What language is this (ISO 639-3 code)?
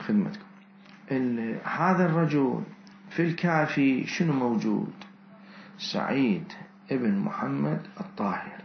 acm